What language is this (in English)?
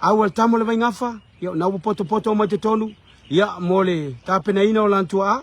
Samoan